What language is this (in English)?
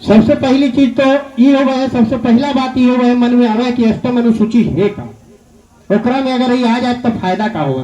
Magahi